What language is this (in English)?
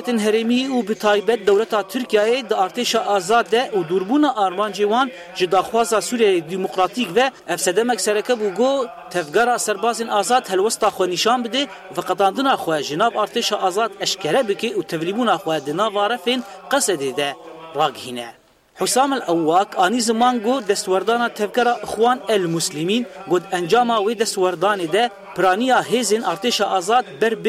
Kurdish